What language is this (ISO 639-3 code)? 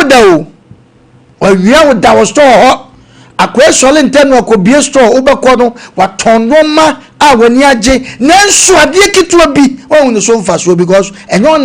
aka